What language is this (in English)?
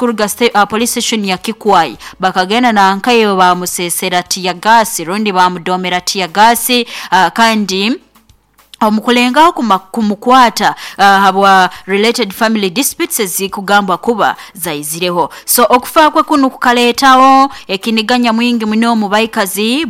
Nyoro